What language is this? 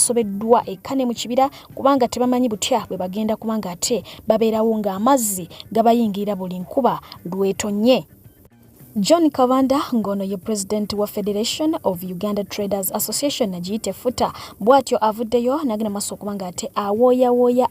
Ganda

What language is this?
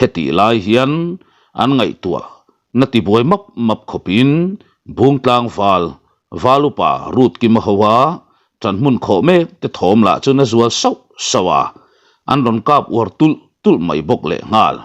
Mizo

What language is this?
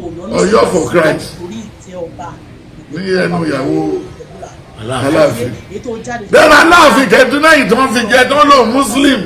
Yoruba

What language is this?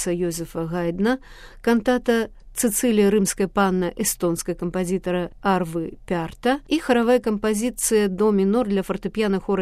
Belarusian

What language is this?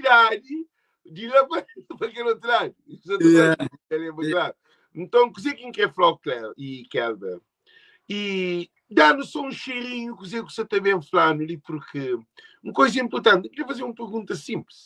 Kabuverdianu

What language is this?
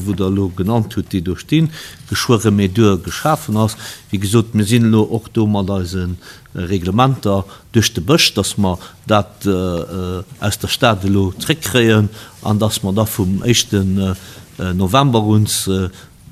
Luxembourgish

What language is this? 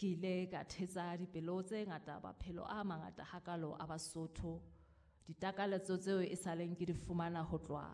Southern Sotho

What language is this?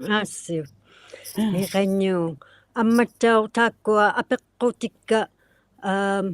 Inuktitut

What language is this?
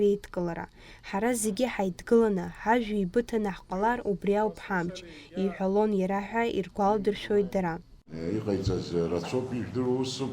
Abkhazian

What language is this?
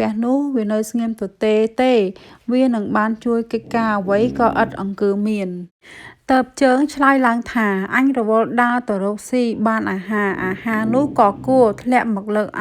Khmer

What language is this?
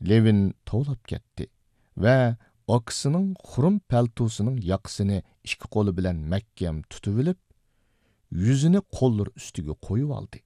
Uyghur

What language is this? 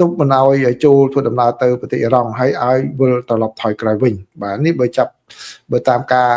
Khmer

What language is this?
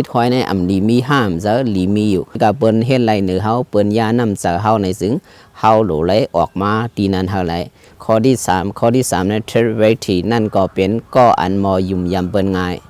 Shan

